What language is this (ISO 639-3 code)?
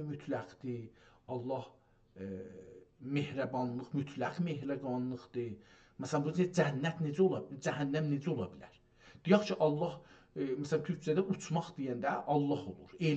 azb